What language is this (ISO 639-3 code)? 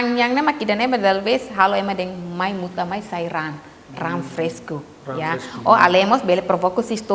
tet